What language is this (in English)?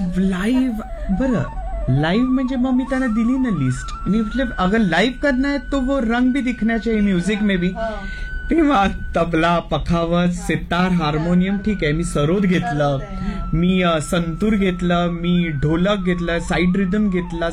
Marathi